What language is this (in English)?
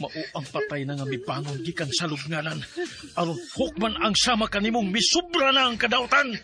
Cebuano